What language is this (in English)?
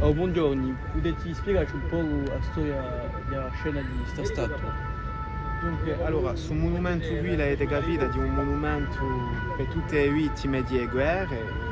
Corsican